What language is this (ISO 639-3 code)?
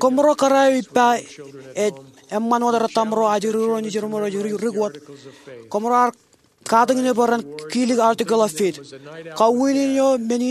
mah